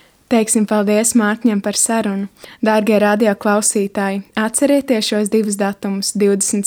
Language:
Latvian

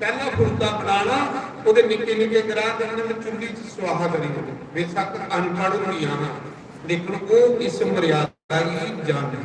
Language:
Dogri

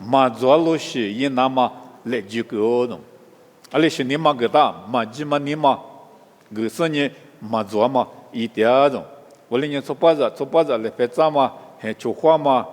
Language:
Lisu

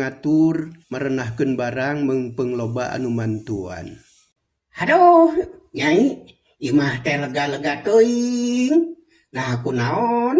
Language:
Sundanese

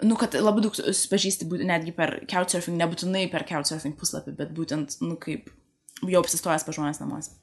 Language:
Lithuanian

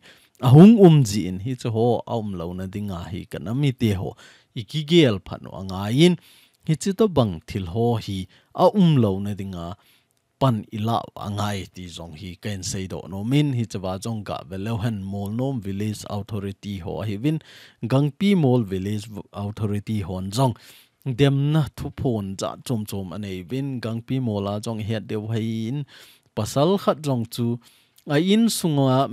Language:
Thado Chin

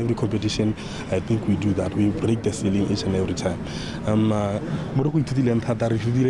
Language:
Tswana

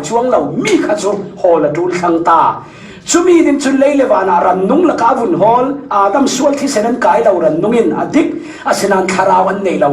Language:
Falam Chin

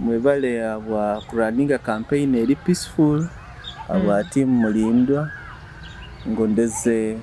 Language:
Nyoro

